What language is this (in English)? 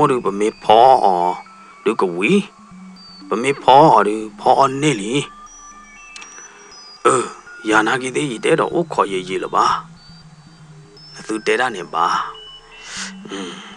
S'gaw Karen